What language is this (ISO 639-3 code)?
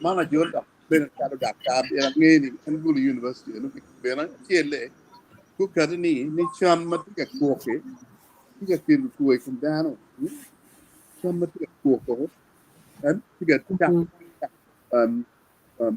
ach